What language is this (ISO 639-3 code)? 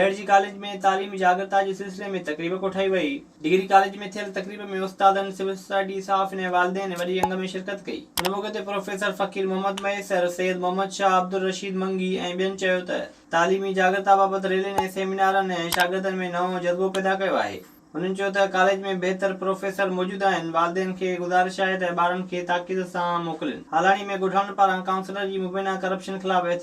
snd